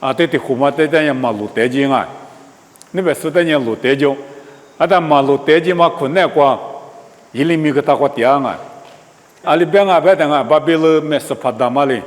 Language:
Lisu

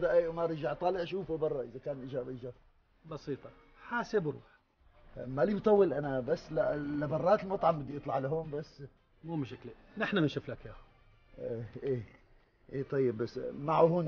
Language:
North Levantine Arabic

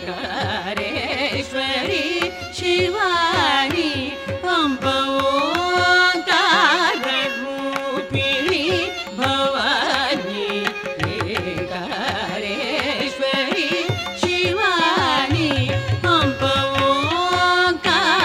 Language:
Kannada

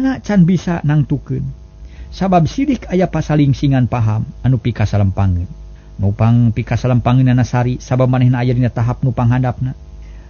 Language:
Sundanese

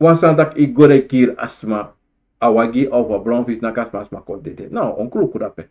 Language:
Sranan Tongo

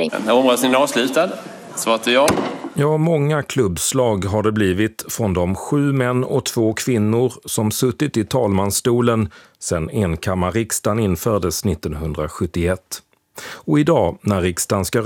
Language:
Swedish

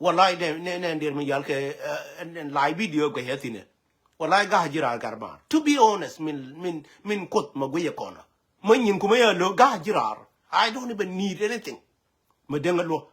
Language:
Nuer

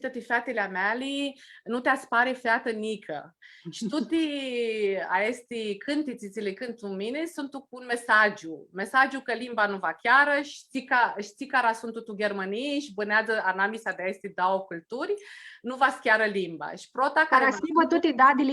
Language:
Aromanian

